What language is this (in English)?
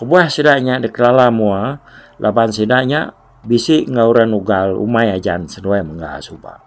Iban